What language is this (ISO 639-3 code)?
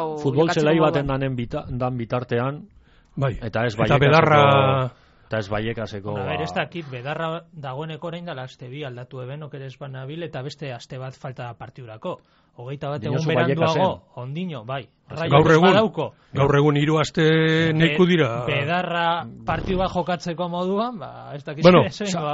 eus